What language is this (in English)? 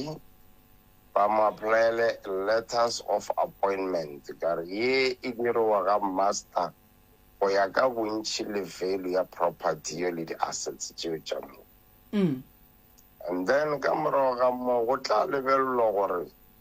Northern Sotho